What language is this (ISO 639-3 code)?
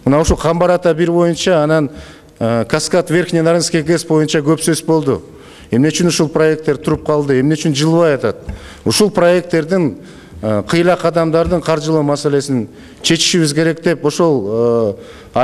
kir